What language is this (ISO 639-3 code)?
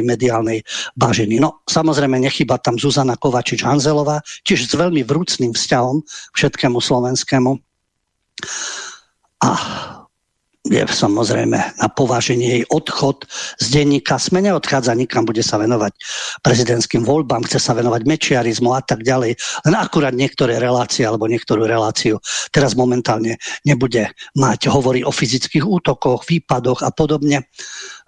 slk